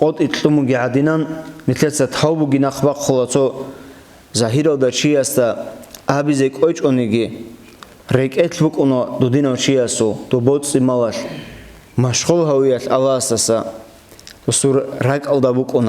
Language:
Avaric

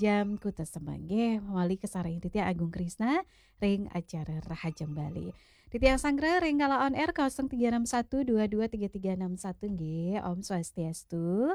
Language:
Balinese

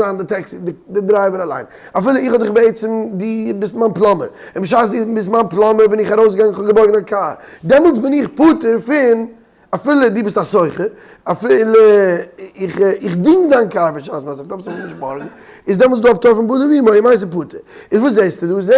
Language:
Yiddish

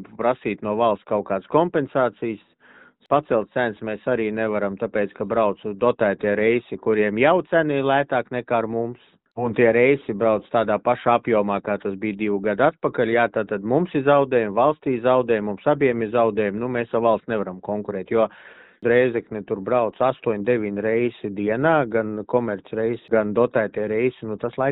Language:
Latvian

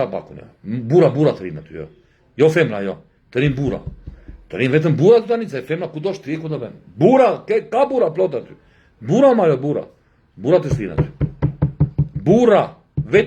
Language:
Albanian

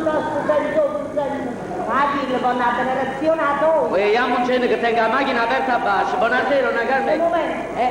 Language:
Neapolitan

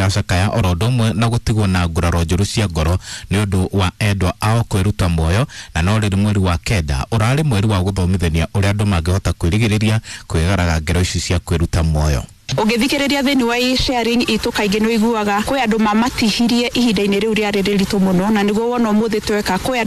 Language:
Kikuyu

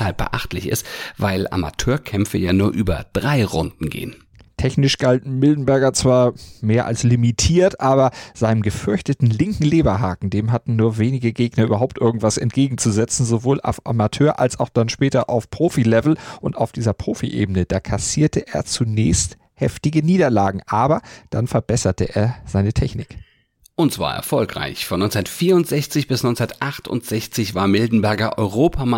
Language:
German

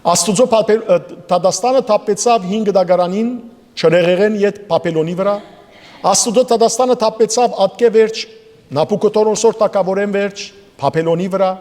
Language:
Western Armenian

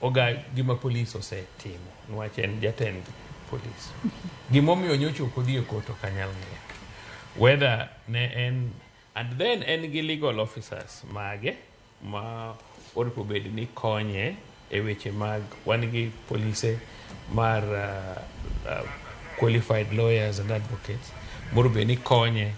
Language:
Luo (Kenya and Tanzania)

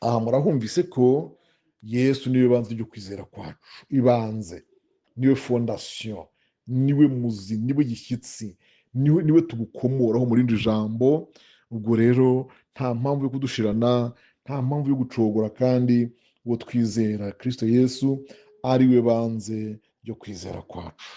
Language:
Kinyarwanda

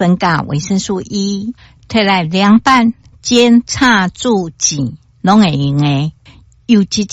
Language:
Min Nan Chinese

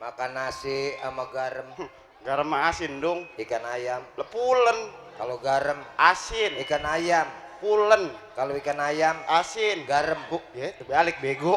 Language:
Betawi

